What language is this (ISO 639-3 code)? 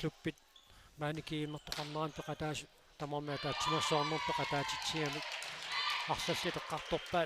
kal